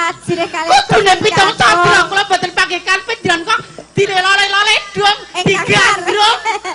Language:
Javanese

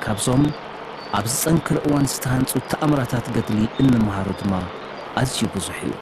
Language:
Tigrinya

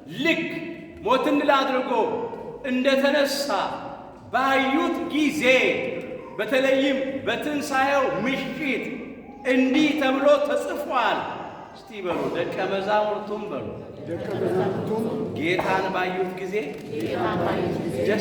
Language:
Amharic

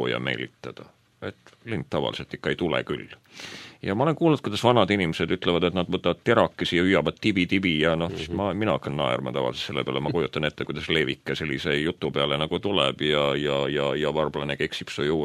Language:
Estonian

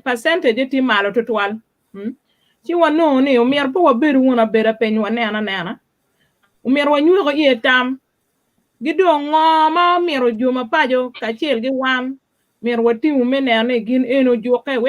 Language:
Acoli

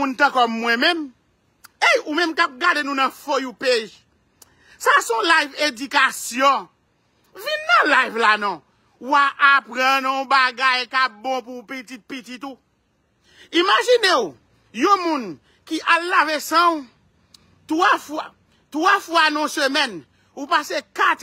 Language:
Haitian Creole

